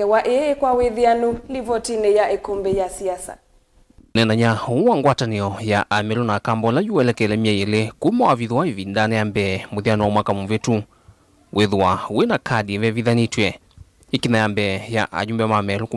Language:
Kamba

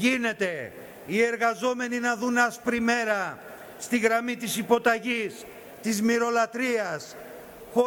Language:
Greek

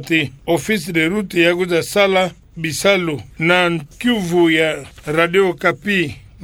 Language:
Kituba (Democratic Republic of Congo)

